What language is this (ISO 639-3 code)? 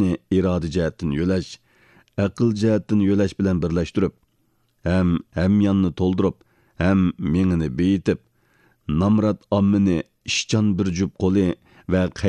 uig